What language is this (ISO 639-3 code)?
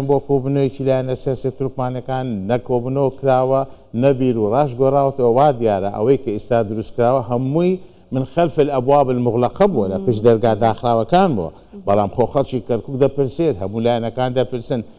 ckb